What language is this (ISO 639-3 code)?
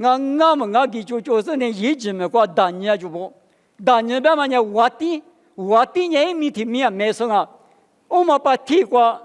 lis